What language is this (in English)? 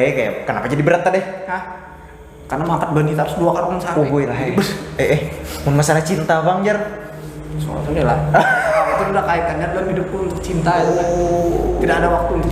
Banjar